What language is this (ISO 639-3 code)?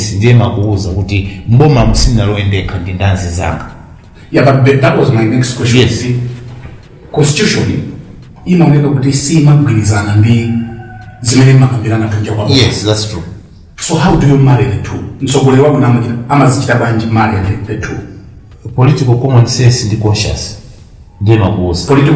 nya